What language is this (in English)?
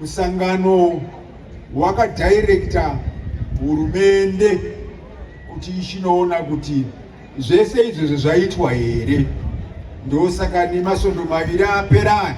Shona